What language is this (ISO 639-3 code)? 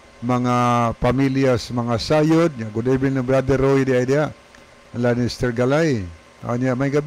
ceb